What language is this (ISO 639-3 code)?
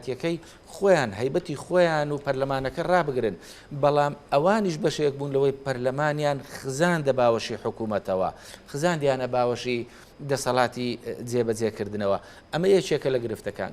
ckb